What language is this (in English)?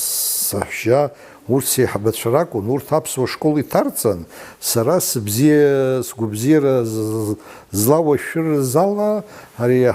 Abkhazian